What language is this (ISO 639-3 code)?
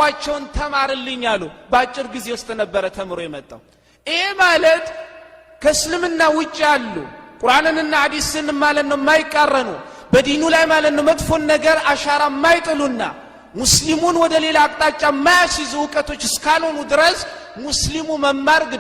amh